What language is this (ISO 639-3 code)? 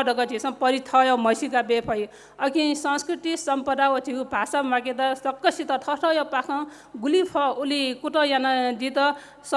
new